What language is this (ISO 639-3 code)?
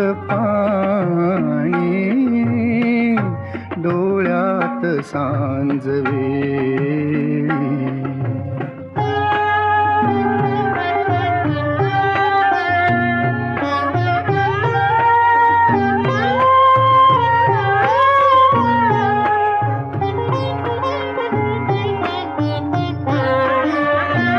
mar